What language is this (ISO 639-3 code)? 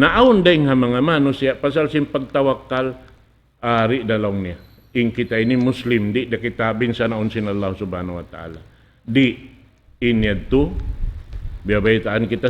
tsg